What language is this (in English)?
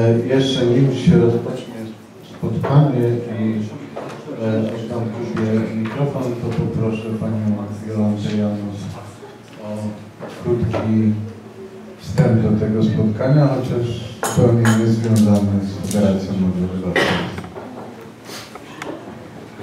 Polish